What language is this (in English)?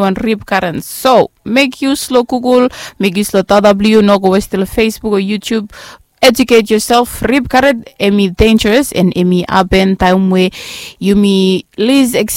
Bislama